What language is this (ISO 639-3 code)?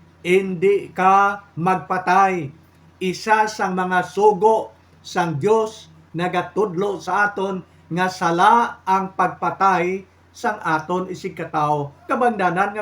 hil